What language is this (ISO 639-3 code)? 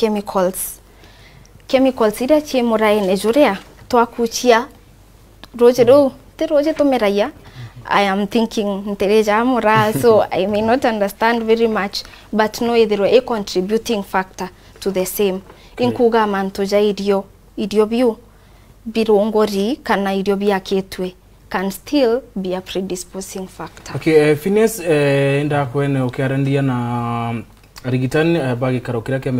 mer